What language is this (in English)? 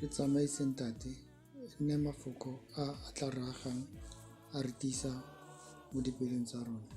Tswana